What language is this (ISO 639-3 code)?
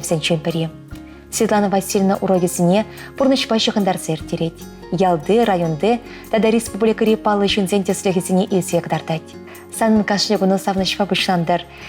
chv